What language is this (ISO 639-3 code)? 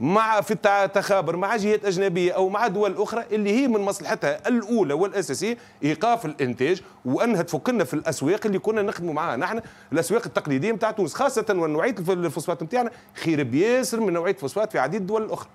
aeb